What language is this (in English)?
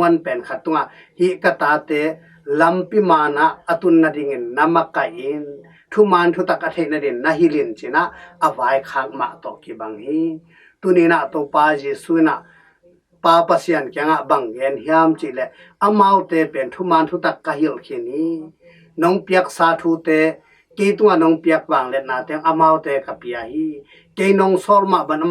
Tedim Chin